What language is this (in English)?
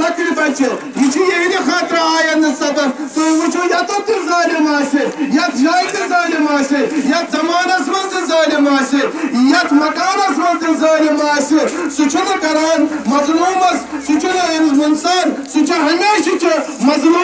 Kashmiri